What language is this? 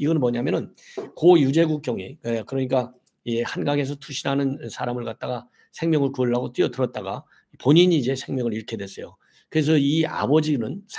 Korean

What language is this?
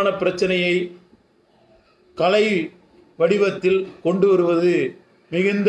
Tamil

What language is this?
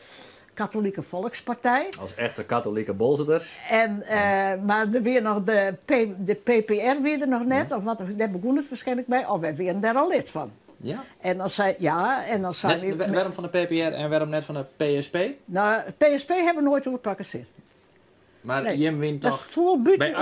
Western Frisian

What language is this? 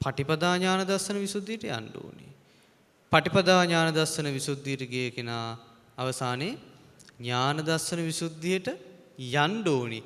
Sinhala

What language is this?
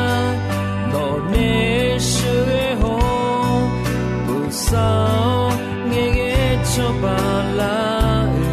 Akha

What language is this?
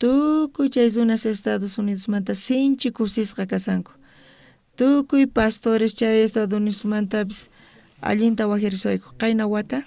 South Bolivian Quechua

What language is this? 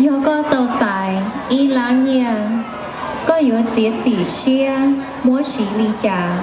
Hmong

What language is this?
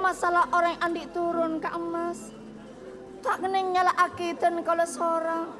Madurese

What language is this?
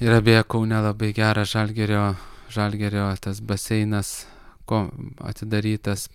Lithuanian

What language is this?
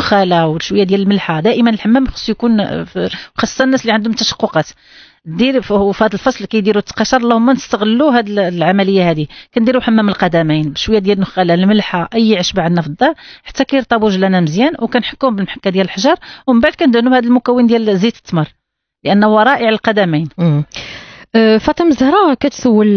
Moroccan Arabic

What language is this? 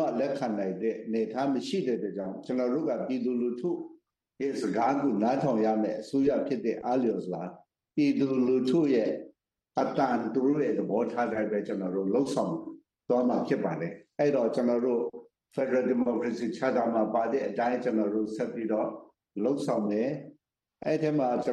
Burmese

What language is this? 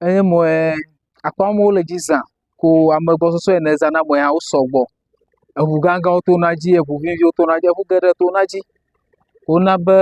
Ewe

